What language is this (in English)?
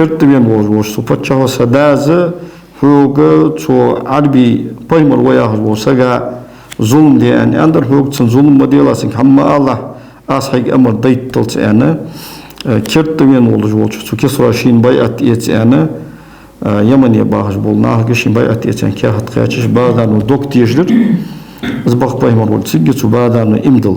Ingush